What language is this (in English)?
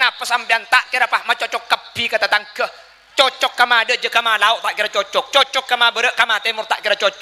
Madurese